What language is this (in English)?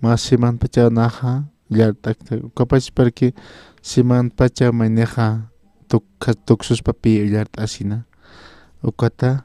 Aymara